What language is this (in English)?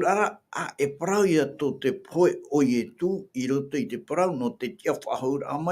Tahitian